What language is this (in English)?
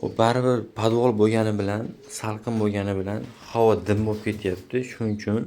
Uzbek